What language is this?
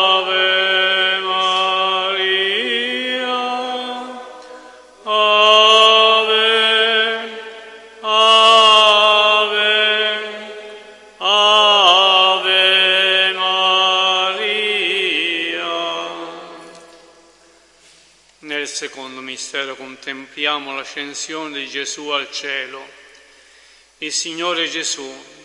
Italian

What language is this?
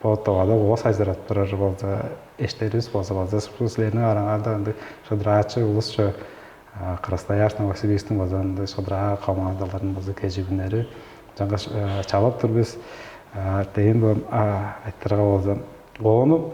Tuvinian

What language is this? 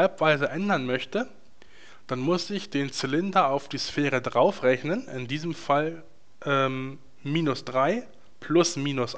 German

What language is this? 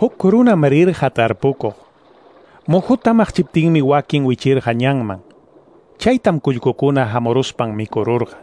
Ayacucho Quechua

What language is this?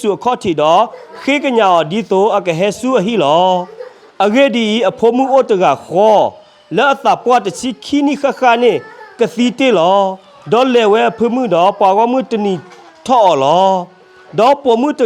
S'gaw Karen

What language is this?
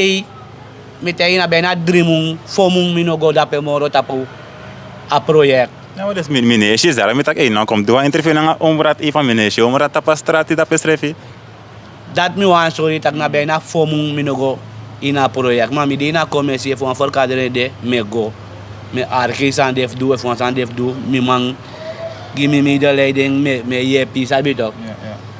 Sranan Tongo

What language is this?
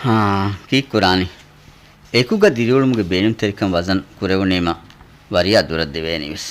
Divehi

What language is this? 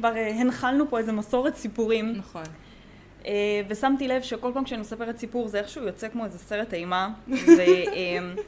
Hebrew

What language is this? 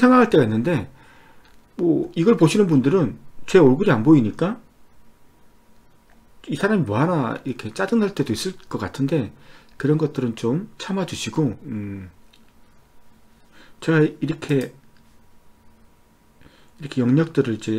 Korean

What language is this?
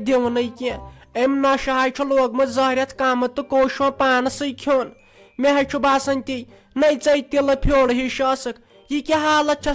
Kashmiri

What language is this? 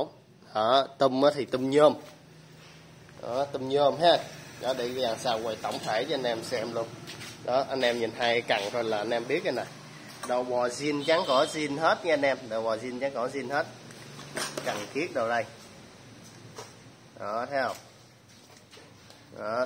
Vietnamese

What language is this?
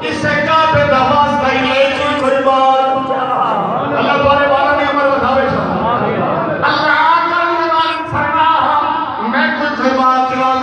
Saraiki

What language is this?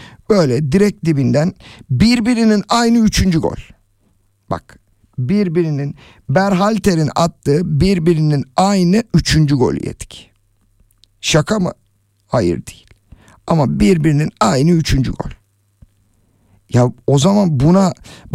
Turkish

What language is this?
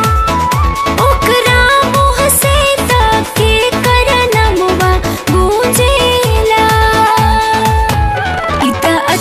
Bhojpuri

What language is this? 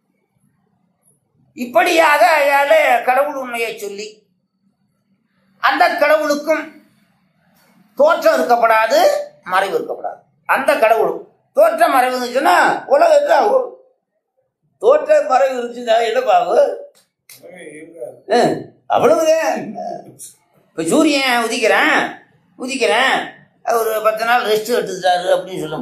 Tamil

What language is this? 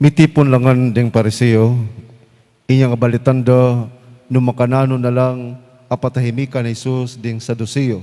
Pampanga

